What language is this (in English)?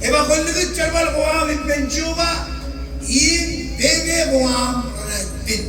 Marshallese